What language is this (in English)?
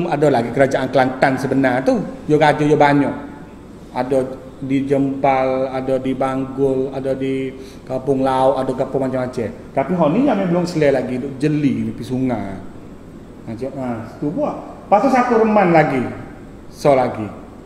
Malay